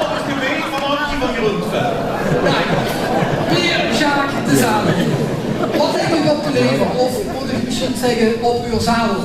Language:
Limburgish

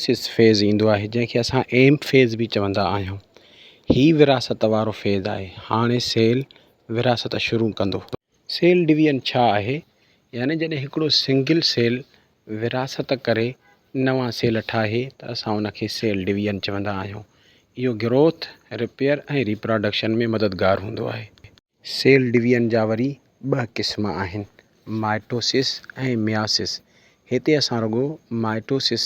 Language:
Sindhi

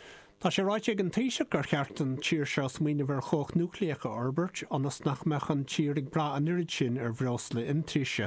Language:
Irish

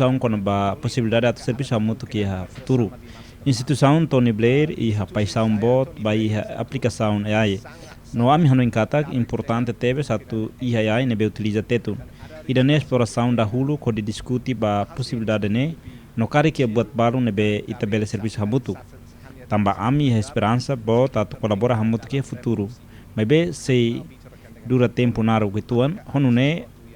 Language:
Tetum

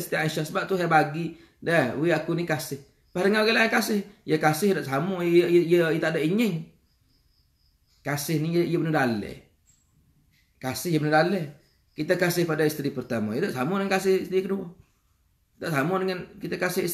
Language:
Malay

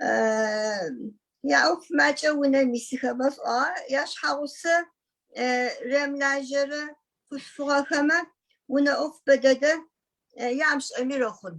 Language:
Adyghe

